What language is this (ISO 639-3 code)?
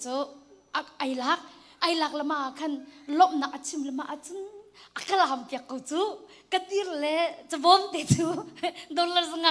cnh